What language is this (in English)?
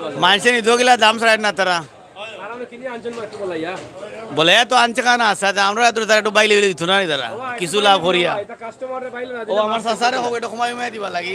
Sylheti